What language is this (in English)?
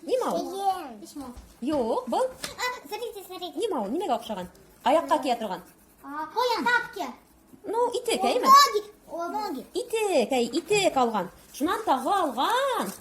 Bashkir